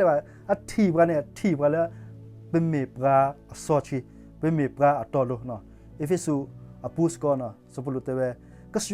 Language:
S'gaw Karen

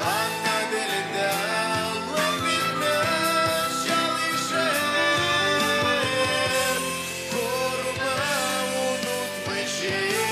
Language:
Gagauz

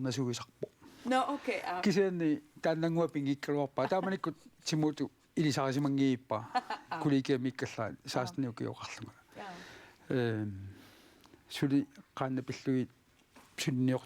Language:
Kalaallisut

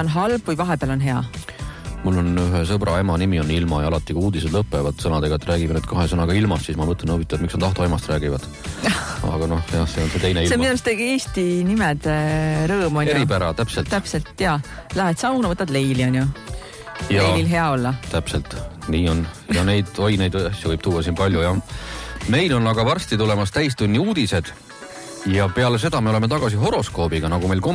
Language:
Estonian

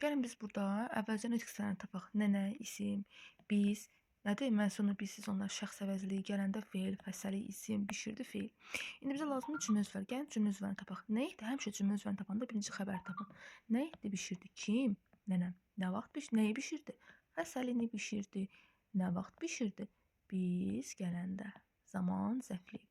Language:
Azerbaijani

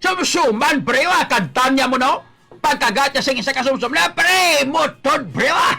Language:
Hiligaynon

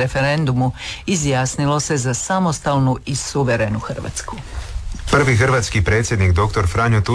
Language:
Croatian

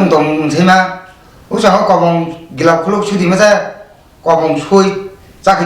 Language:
Kok Borok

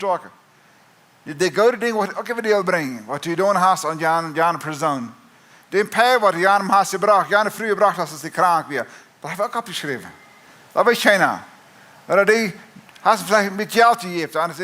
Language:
Plautdietsch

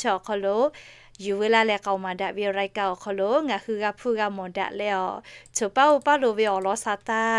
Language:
Lahu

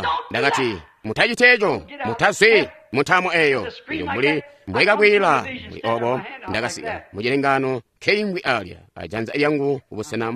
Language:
Tonga (Zambia)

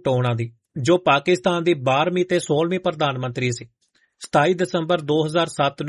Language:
Punjabi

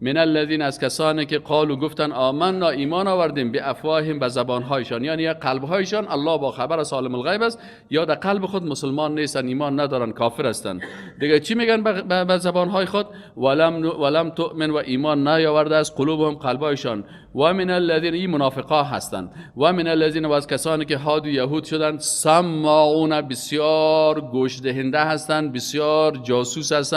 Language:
Persian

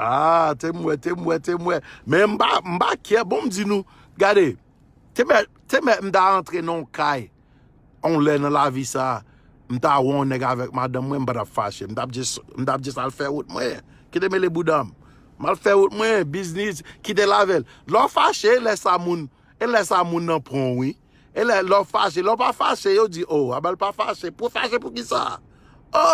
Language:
Haitian Creole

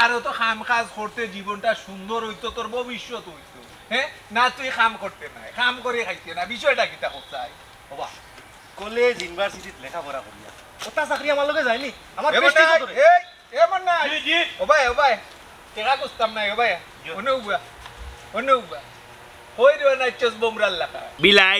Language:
Sylheti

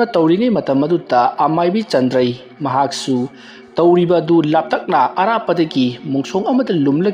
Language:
Manipuri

